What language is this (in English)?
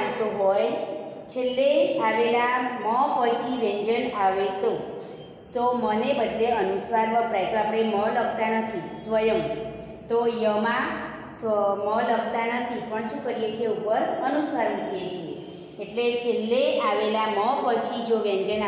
Gujarati